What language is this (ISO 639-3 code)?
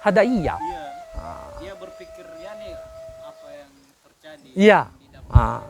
nia